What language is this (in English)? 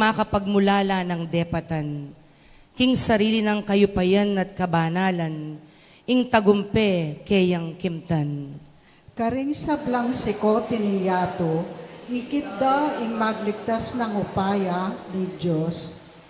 Pampanga